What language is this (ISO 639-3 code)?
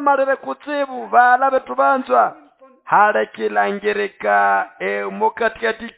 nnb